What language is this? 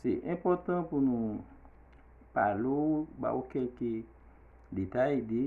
Haitian Creole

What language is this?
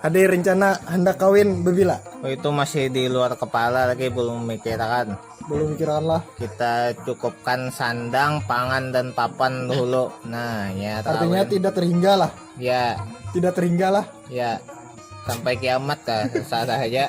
Banjar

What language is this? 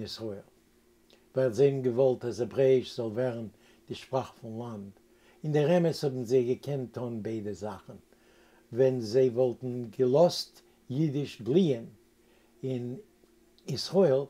Yiddish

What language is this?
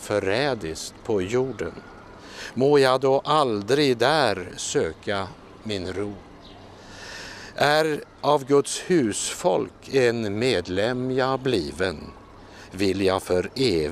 Swedish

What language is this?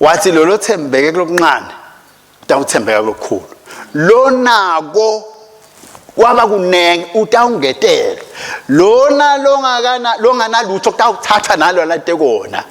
Swati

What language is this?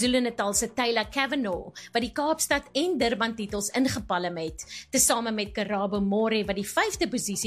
Afrikaans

